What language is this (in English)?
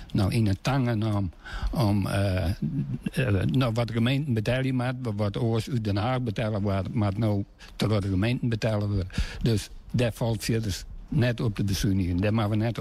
Western Frisian